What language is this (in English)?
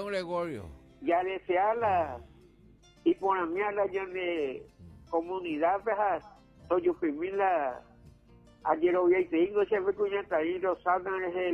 Guarani